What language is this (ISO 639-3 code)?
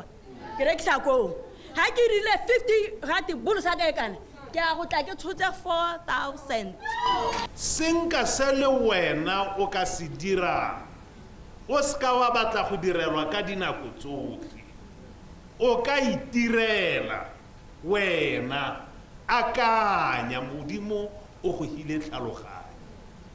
tsn